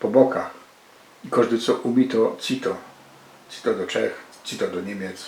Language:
Silesian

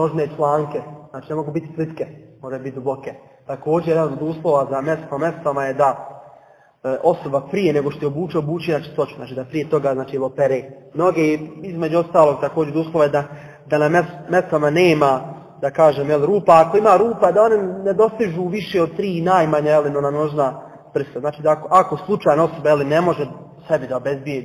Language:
Bosnian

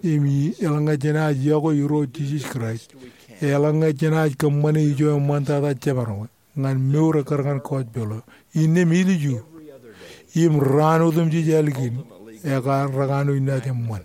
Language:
Marshallese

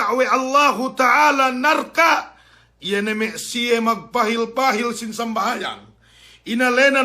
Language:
Yakan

